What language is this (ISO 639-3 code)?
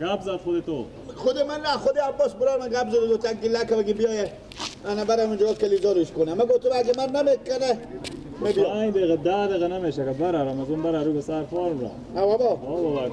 fas